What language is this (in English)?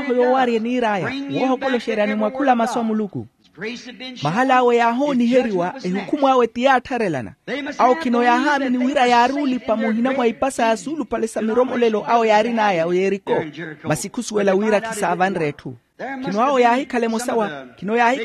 Makhuwa